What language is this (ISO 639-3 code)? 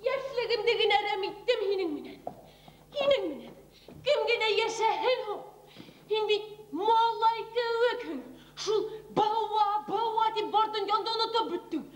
bak